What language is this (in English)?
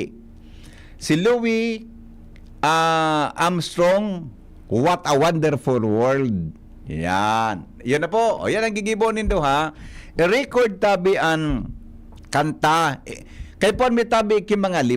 Bikol